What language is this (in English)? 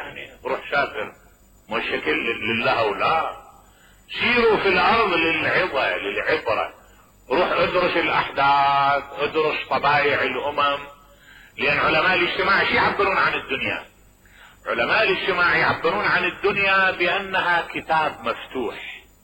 Mesopotamian Arabic